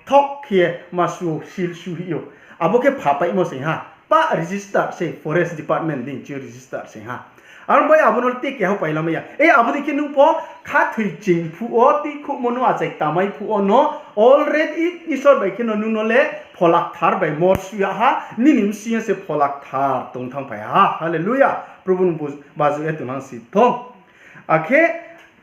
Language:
Riang (India)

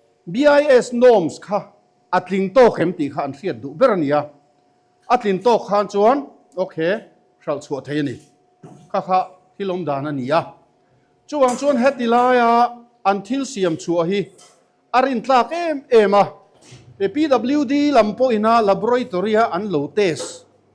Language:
Mizo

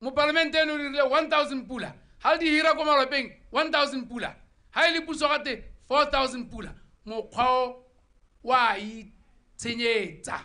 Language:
Tswana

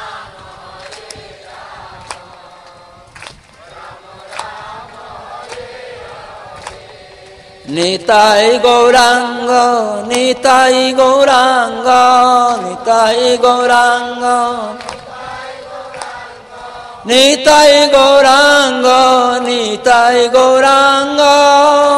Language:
Odia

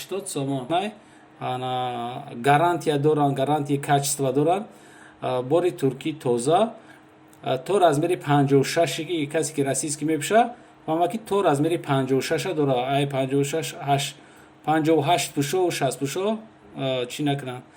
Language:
Tajik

